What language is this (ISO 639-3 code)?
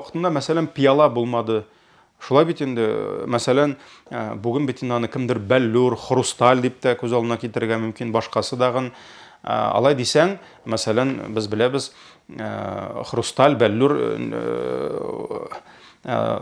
tat